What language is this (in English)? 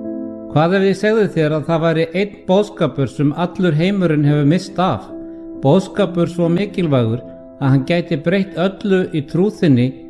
Icelandic